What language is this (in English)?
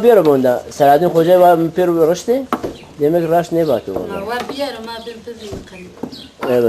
Zaza